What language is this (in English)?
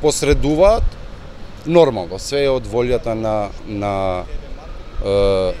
Macedonian